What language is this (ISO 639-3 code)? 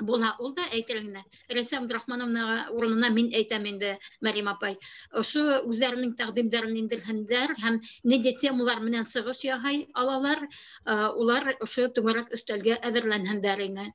bak